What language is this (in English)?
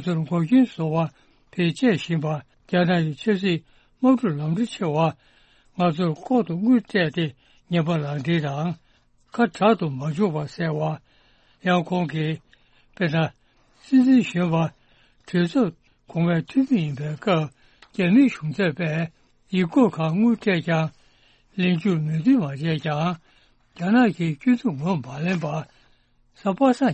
Tibetan